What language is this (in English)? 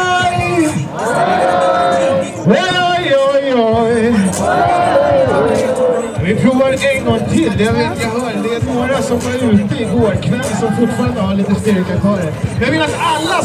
Swedish